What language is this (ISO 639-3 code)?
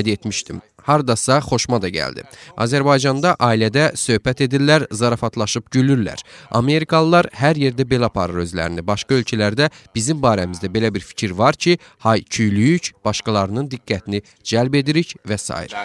aze